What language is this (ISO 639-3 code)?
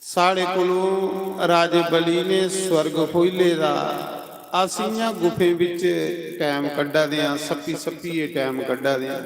doi